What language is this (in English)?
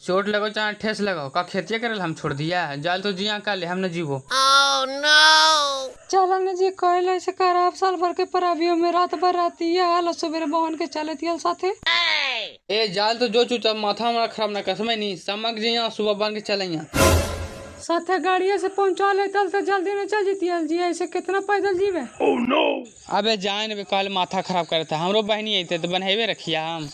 Magahi